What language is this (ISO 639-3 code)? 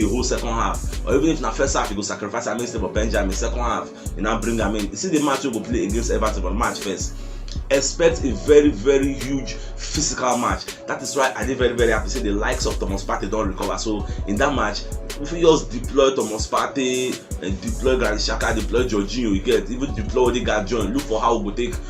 pcm